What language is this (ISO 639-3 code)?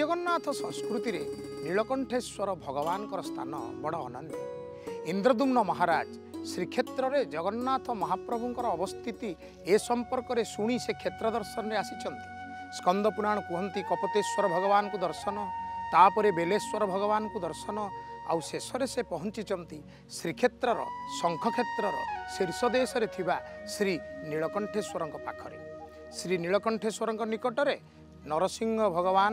ori